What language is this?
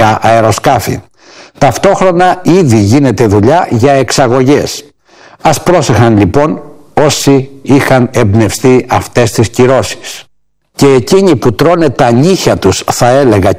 Greek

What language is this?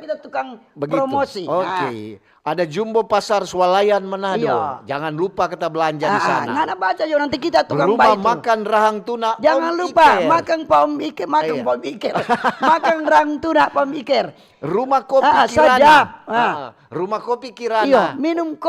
Manado Malay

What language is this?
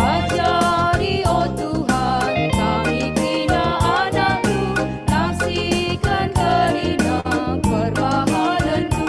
Batak Karo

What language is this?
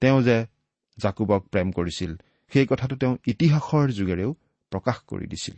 Assamese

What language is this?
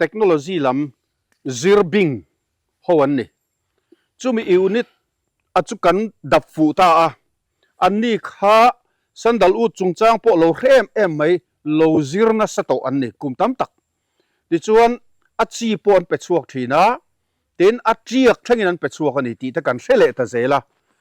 Mizo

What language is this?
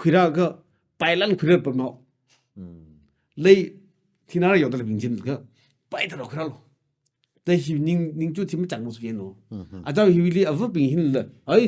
Tangkhul Naga (India)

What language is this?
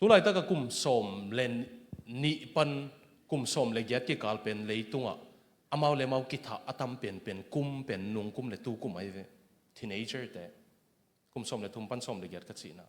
Tedim Chin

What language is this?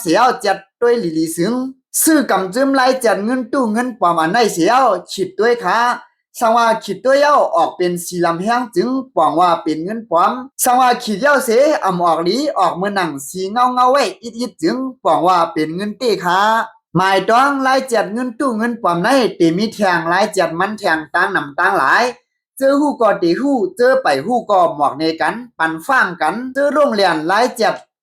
Lao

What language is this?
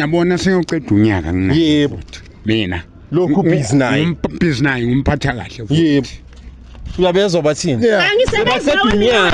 Zulu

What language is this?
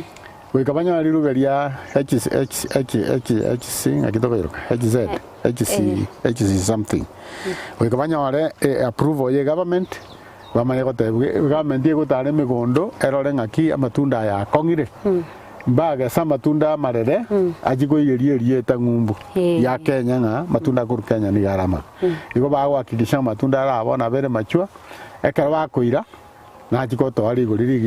Gusii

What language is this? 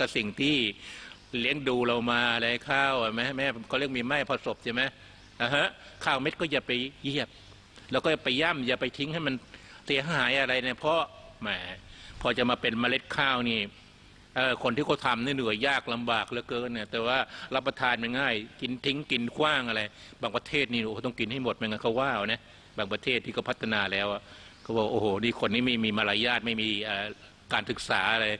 Thai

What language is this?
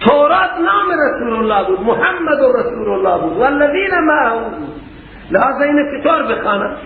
Persian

